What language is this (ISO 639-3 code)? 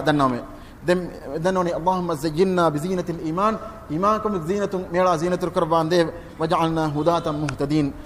div